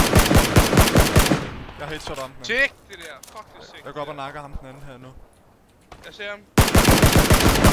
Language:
Danish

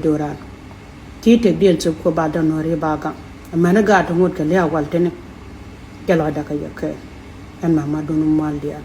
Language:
Nuer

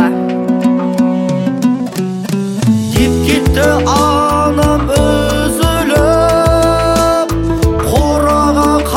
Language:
Kazakh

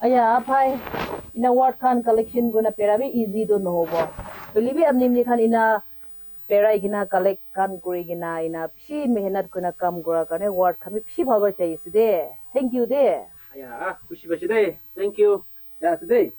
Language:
Naga Pidgin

